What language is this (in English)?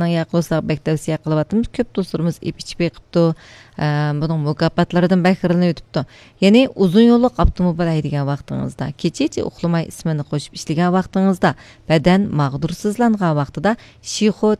Uyghur